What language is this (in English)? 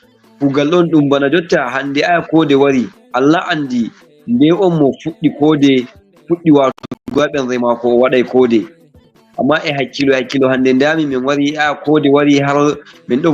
Fula